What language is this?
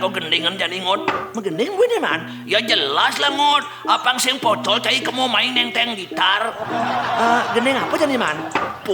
Balinese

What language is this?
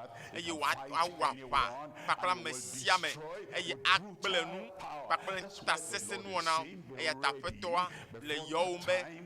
Ewe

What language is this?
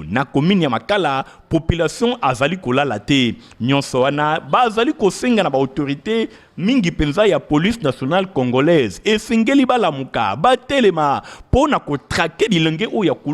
Lingala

